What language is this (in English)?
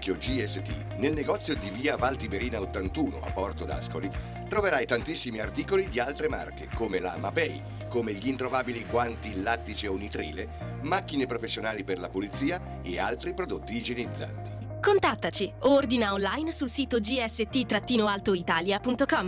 Italian